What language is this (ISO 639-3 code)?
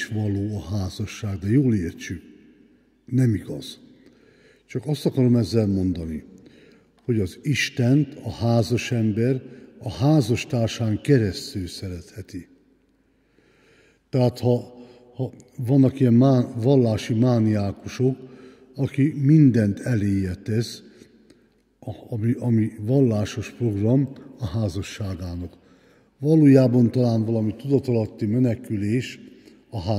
hun